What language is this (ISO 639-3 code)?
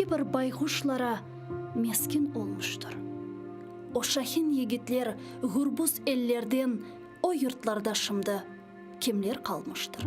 crh